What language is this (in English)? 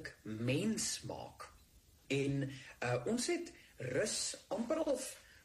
Afrikaans